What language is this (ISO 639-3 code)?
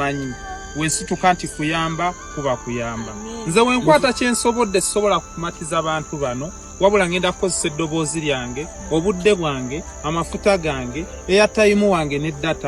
lug